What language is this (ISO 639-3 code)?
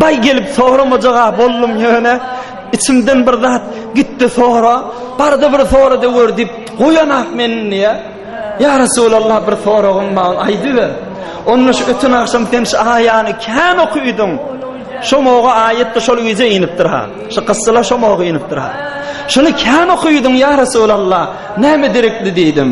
tuk